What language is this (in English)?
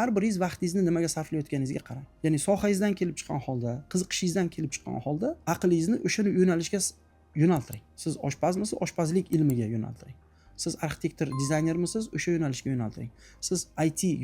Uzbek